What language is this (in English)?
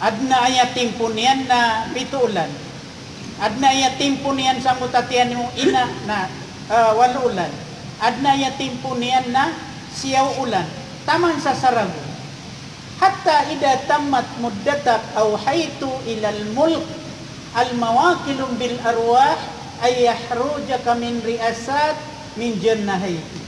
Maranao